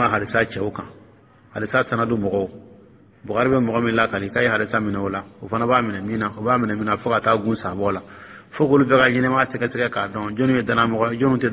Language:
Dyula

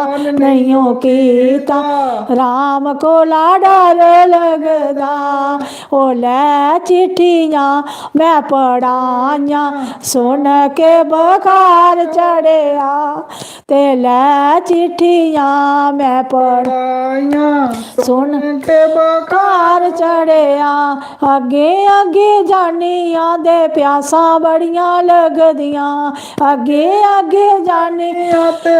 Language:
Dogri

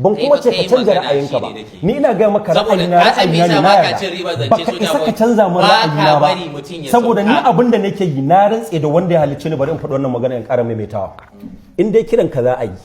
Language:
Hausa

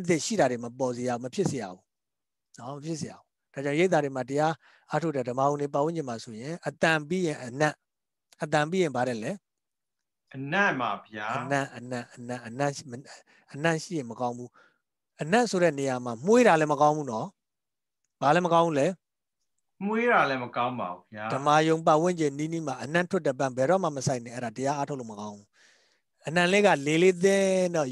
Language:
Burmese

